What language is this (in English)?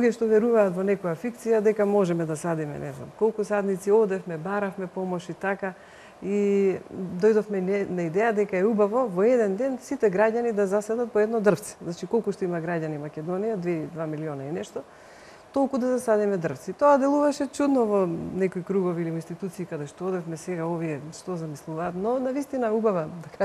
Macedonian